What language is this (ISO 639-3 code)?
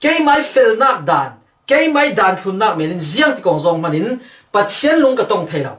cfm